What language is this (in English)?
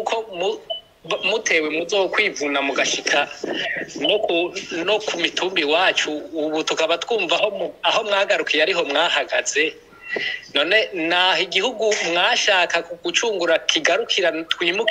Kinyarwanda